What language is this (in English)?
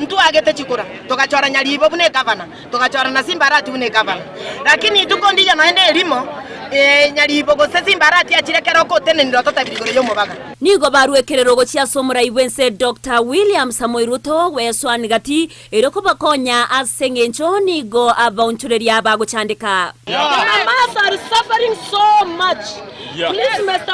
Gusii